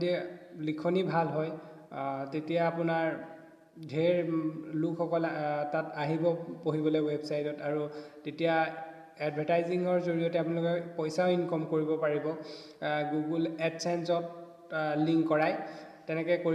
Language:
Assamese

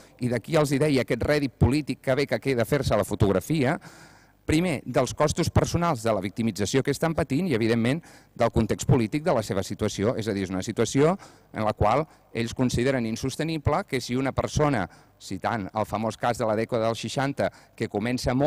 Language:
Catalan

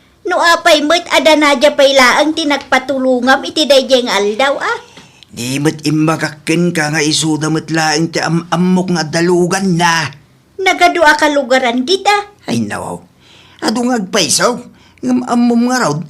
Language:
Iloko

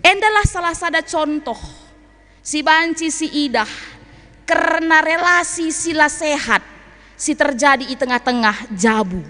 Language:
Batak Karo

